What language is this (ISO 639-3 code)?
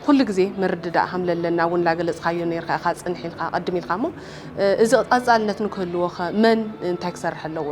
tir